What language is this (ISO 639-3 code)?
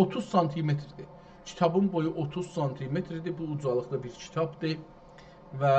azb